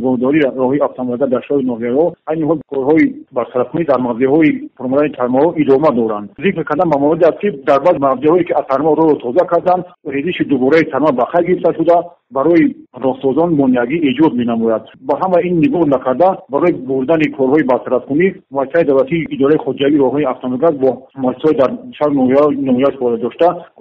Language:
Tajik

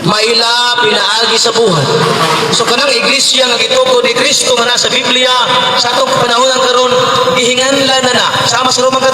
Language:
Cebuano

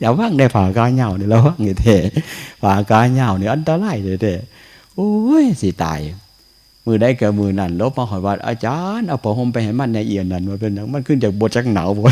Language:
Northeastern Thai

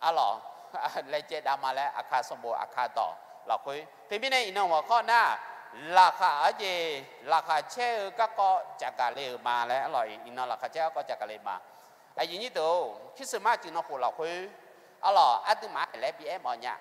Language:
Akha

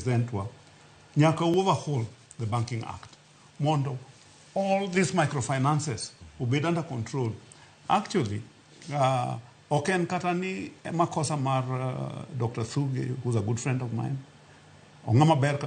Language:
Luo (Kenya and Tanzania)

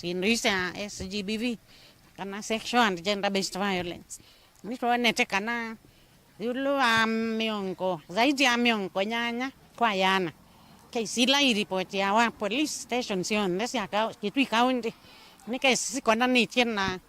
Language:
Kamba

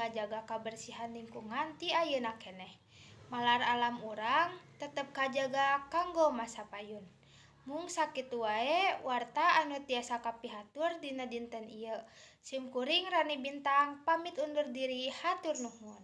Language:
Sundanese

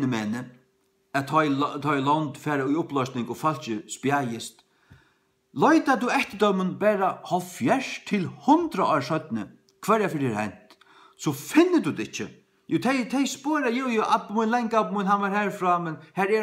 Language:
Faroese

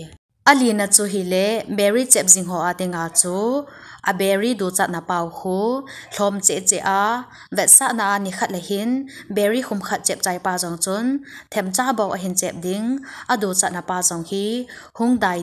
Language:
Thado Chin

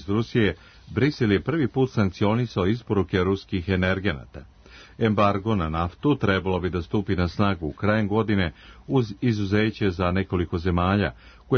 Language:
Serbian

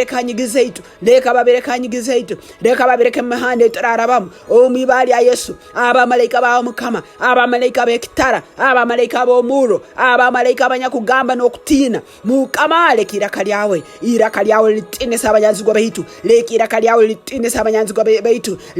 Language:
Nyoro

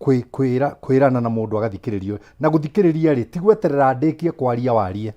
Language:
Kikuyu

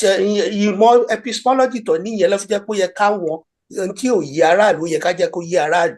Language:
Yoruba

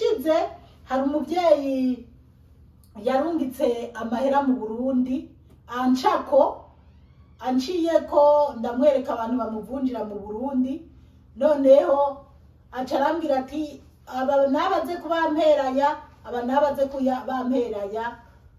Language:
Rundi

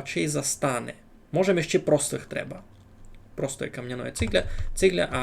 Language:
Rusyn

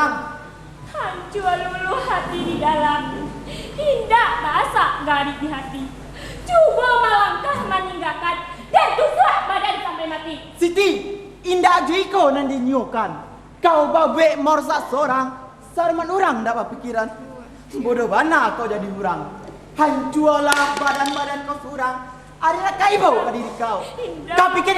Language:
Minangkabau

